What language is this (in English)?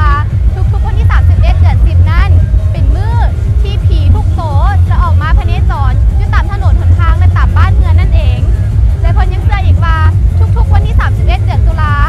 Lao